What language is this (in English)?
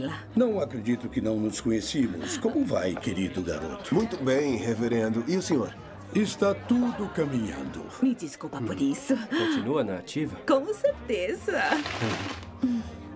Portuguese